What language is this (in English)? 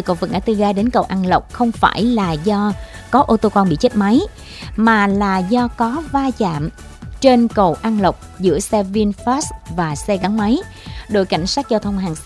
Vietnamese